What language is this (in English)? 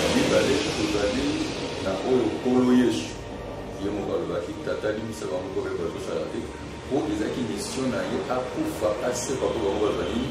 Lingala